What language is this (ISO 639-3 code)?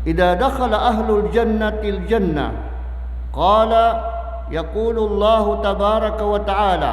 mrw